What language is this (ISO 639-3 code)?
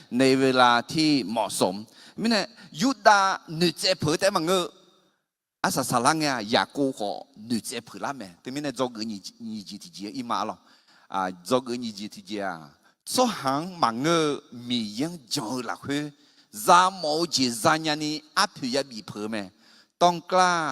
ahk